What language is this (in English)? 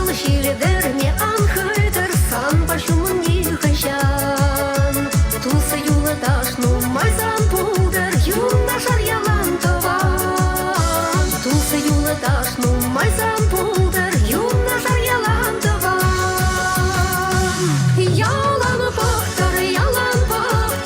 Chuvash